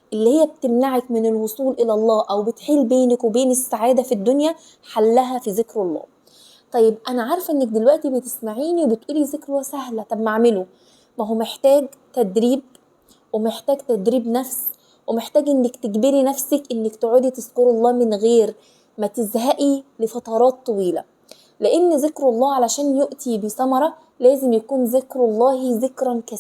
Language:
Egyptian Arabic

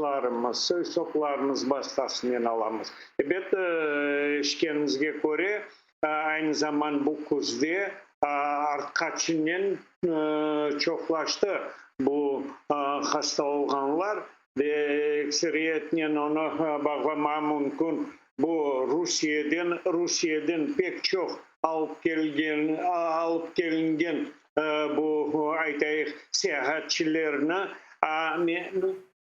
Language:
Crimean Tatar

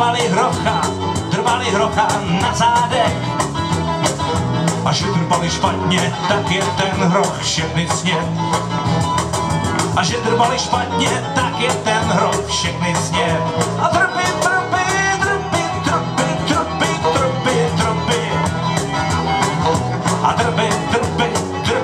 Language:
Czech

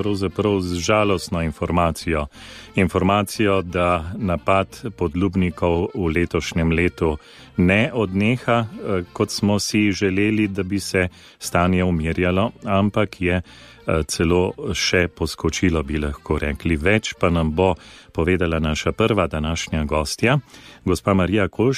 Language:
Slovenian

